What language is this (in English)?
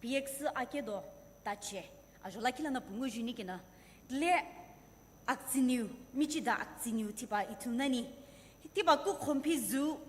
Sumi Naga